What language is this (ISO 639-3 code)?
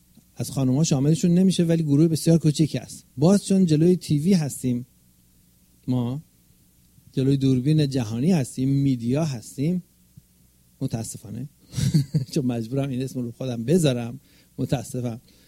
fas